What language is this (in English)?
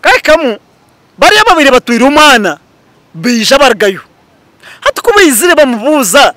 Nyankole